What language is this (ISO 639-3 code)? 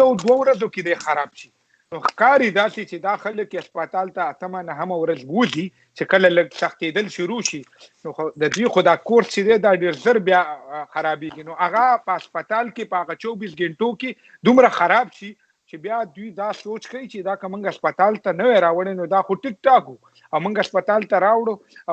pus